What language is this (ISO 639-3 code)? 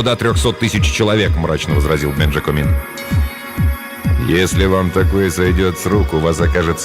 rus